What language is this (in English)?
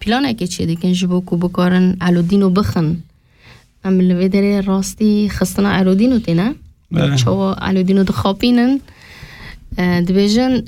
Kurdish